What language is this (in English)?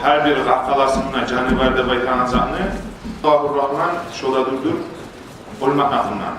Kumyk